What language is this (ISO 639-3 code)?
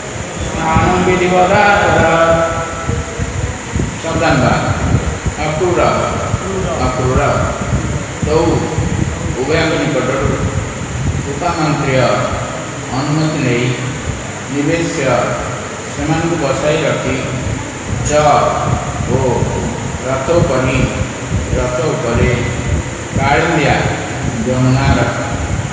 ori